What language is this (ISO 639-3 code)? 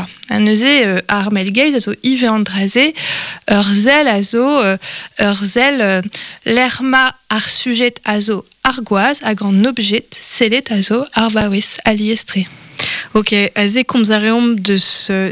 bre